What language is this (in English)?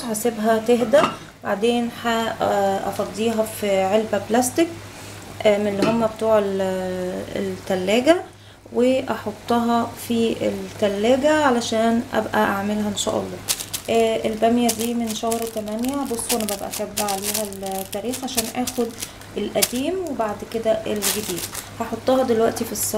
Egyptian Arabic